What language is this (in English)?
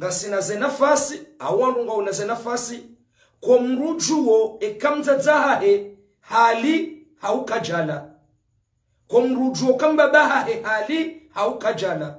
Ngazidja Comorian